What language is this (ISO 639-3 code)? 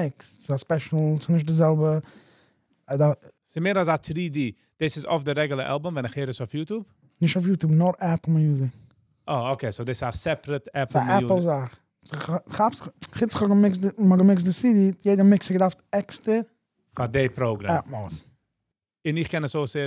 yid